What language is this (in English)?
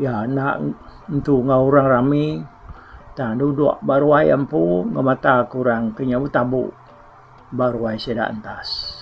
Iban